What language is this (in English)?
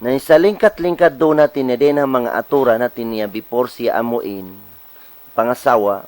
Tausug